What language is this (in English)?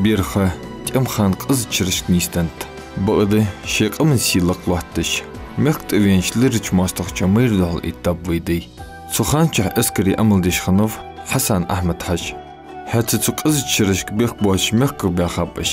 Ingush